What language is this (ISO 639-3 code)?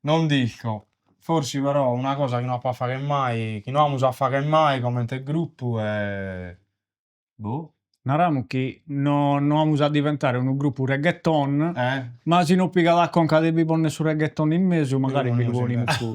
srd